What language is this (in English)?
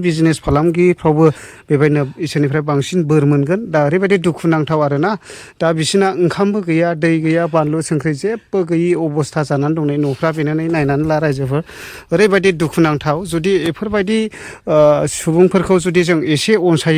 Bodo